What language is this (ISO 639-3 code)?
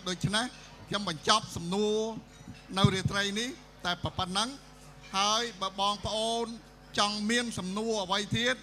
khm